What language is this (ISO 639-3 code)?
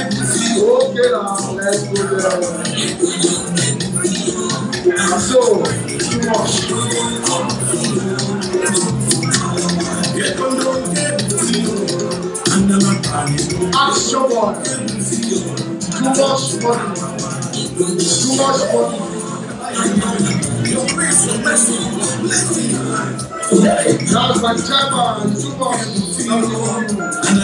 eng